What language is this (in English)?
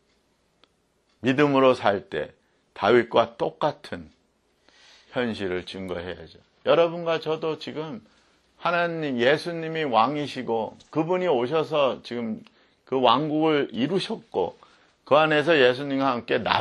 Korean